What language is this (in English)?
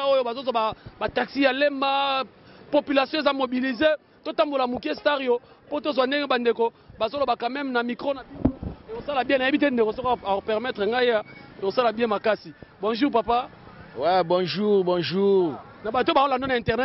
Lingala